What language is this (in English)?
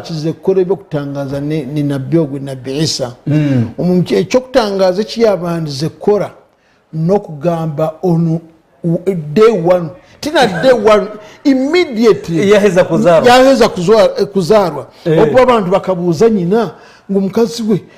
Nyankole